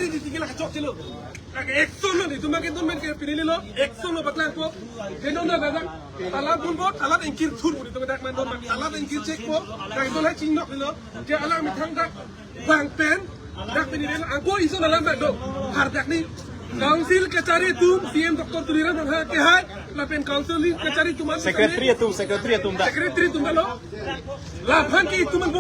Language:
Karbi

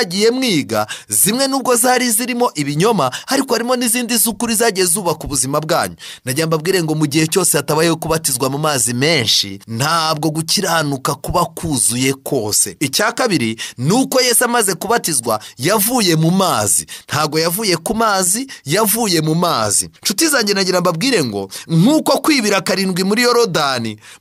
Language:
Kinyarwanda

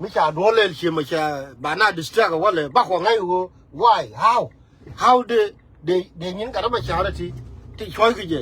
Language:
Nuer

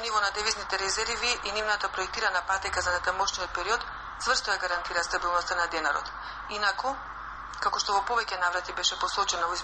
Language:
Macedonian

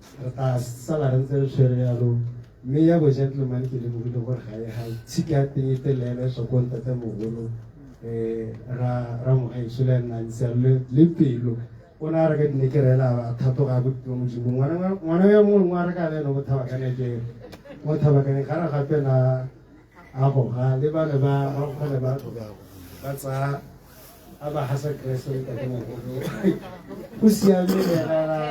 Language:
Tswana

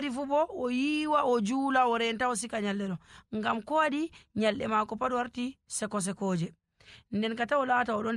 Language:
Nigerian Fulfulde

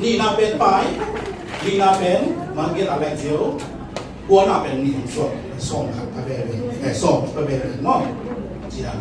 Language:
Tedim Chin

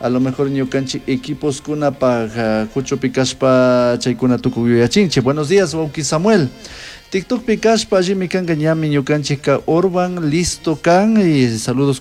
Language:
Chimborazo Highland Quichua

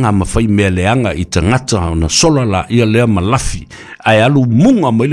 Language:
Samoan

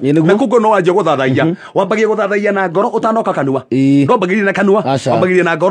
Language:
Kikuyu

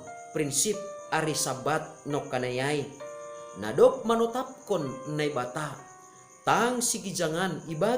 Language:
Batak Simalungun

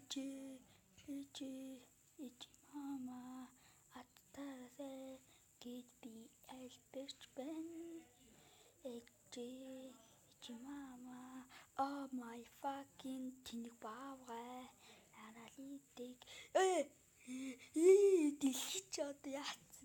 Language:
Mongolian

